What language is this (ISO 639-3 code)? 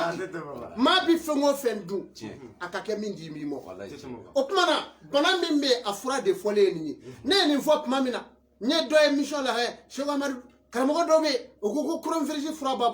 bam